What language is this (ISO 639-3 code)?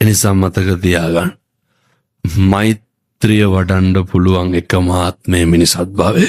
sin